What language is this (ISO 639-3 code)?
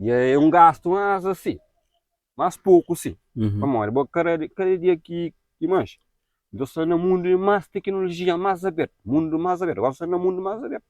kea